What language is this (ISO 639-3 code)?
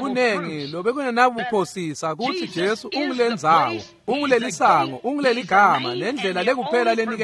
ssw